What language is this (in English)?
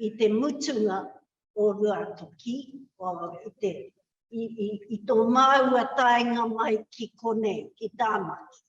Māori